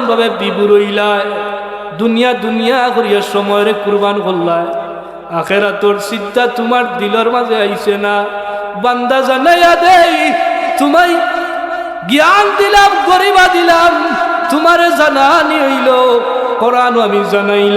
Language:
Sylheti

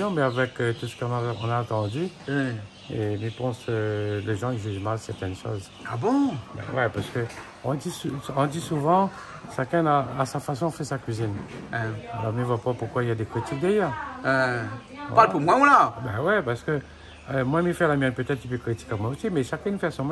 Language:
Réunion Creole French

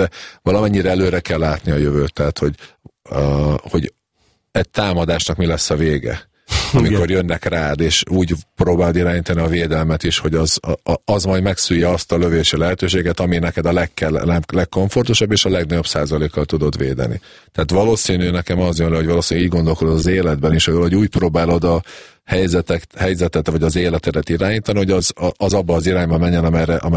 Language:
Hungarian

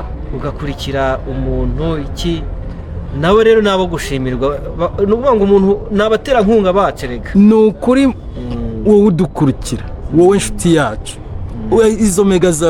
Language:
Kinyarwanda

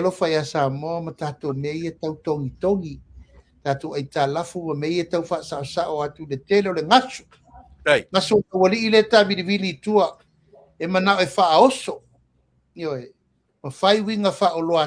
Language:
Samoan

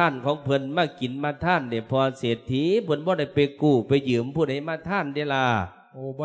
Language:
Lao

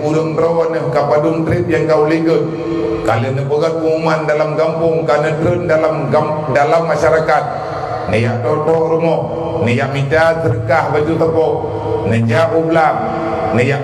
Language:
Achinese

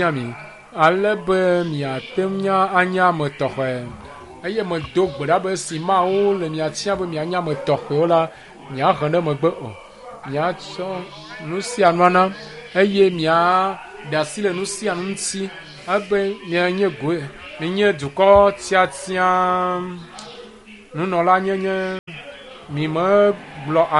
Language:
Ewe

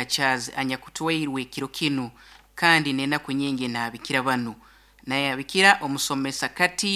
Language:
Nyankole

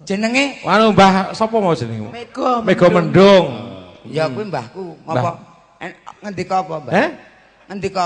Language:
Javanese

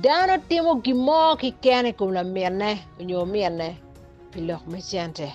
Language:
Acoli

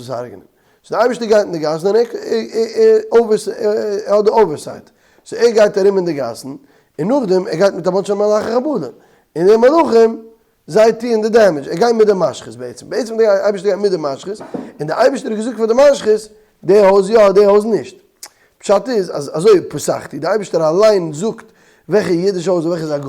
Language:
Yiddish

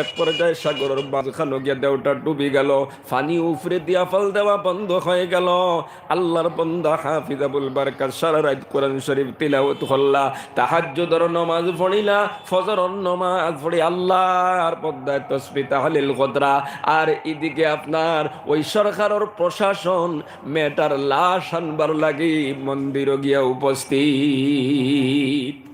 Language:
Sylheti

